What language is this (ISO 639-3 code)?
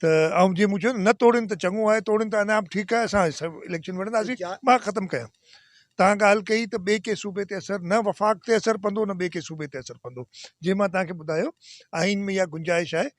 snd